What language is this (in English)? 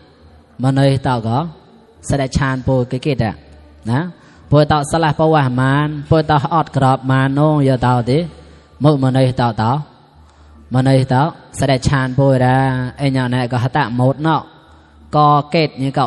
Mon